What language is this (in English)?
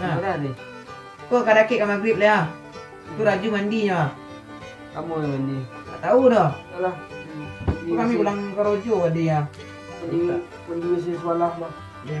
Minangkabau